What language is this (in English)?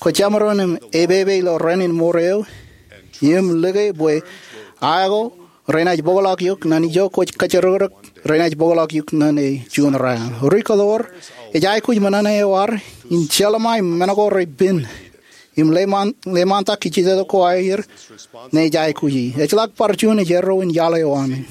Marshallese